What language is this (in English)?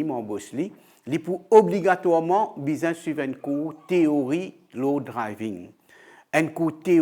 Morisyen